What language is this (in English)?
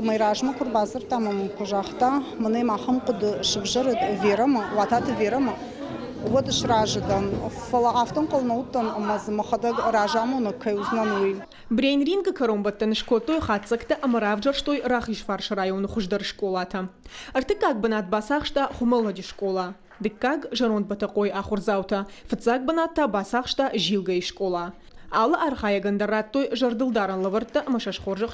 Ossetic